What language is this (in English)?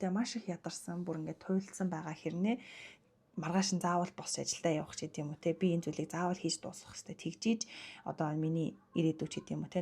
Mongolian